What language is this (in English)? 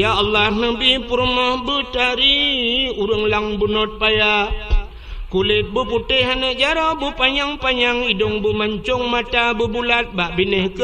Achinese